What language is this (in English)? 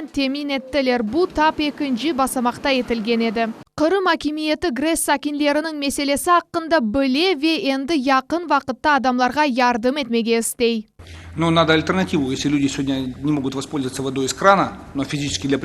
Crimean Tatar